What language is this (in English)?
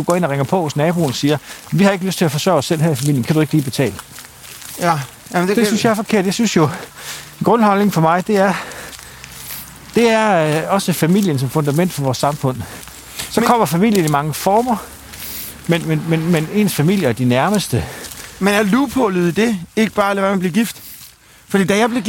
Danish